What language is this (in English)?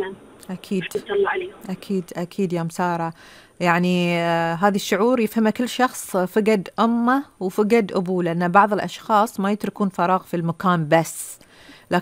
Gulf Arabic